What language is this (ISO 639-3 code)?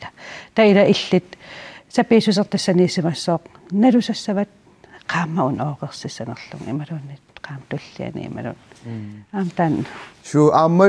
kal